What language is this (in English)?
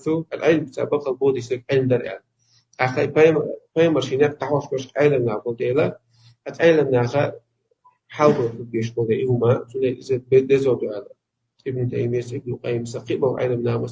Chechen